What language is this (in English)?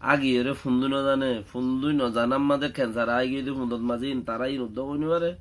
Rohingya